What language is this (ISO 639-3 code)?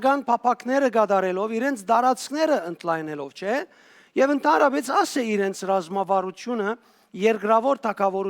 hyw